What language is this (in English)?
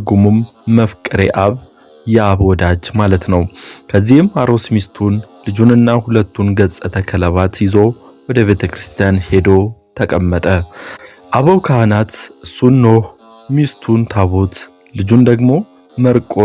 Amharic